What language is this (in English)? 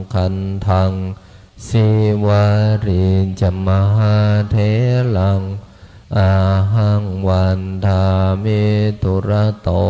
Pali